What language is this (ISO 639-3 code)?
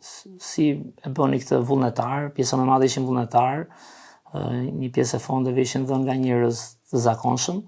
sqi